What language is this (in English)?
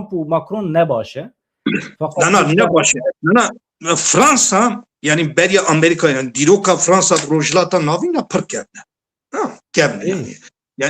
Kurdish